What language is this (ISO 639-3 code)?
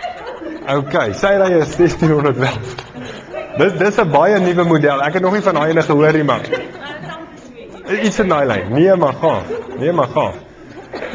afr